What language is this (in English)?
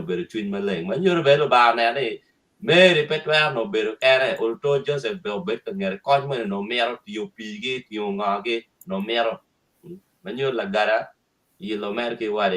Acoli